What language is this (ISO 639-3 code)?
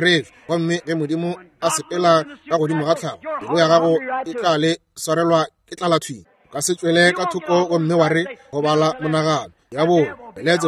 nso